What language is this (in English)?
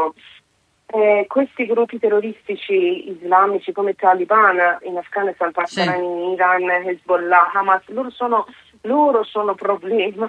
Italian